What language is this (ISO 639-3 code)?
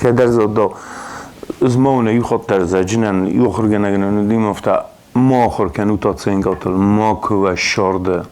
oss